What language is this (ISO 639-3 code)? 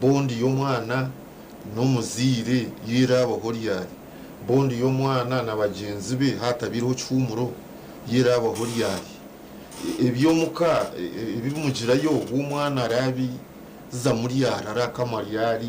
nyn